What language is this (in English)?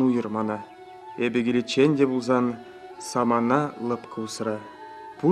Chuvash